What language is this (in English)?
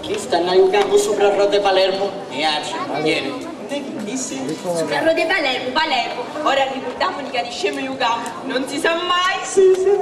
Sicilian